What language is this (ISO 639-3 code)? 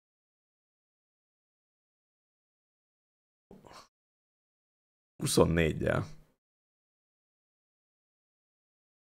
hun